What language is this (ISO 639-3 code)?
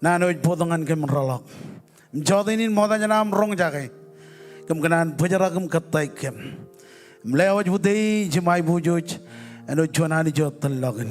mah